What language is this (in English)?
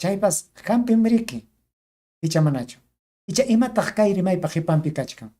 Ayacucho Quechua